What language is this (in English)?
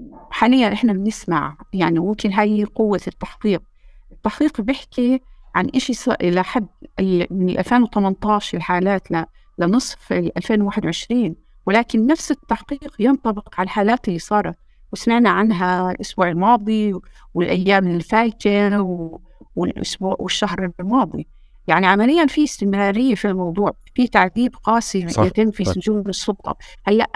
North Levantine Arabic